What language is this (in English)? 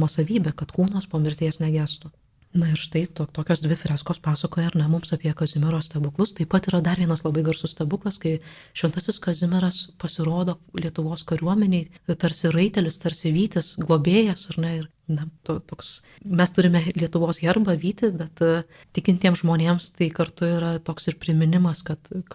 Lithuanian